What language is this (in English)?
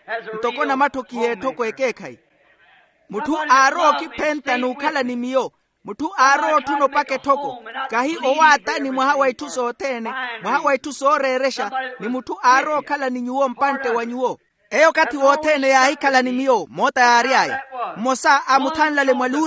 Makhuwa